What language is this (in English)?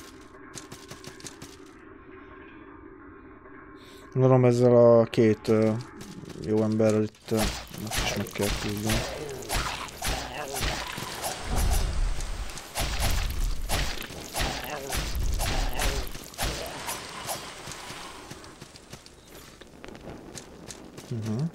Hungarian